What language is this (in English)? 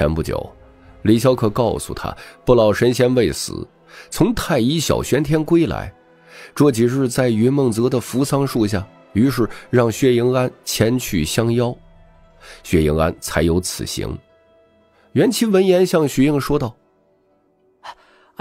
Chinese